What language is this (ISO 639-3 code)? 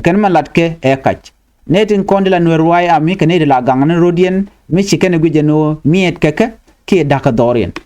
nus